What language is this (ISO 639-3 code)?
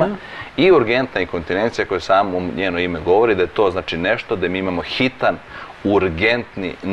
srp